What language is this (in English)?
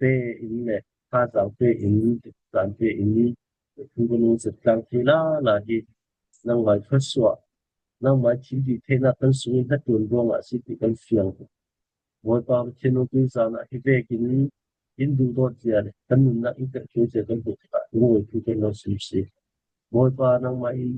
Falam Chin